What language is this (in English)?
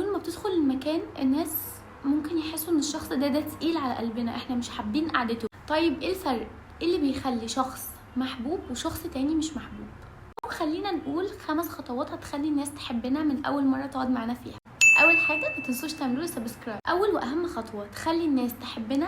Egyptian Arabic